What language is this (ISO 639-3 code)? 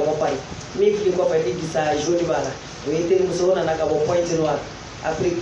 bam